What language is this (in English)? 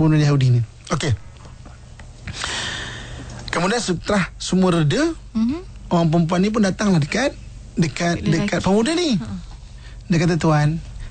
Malay